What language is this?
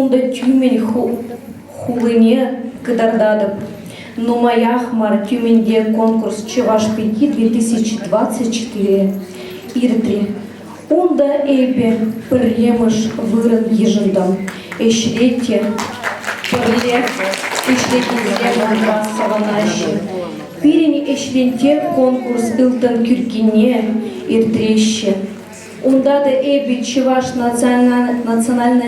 Chuvash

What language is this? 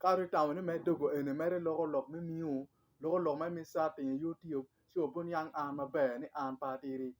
Acoli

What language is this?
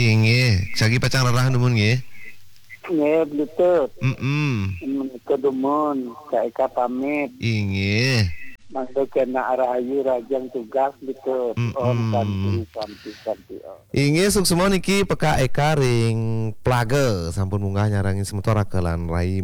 Balinese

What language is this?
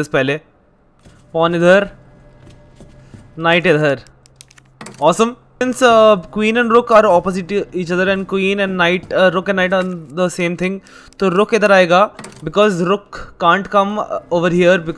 Hindi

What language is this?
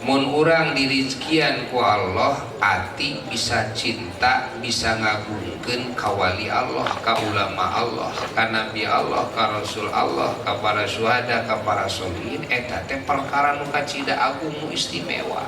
Sundanese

